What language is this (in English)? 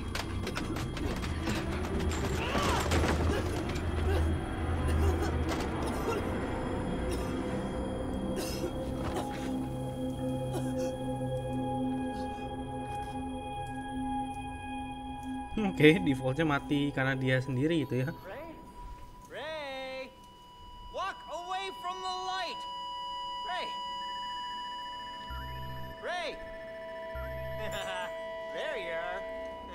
Indonesian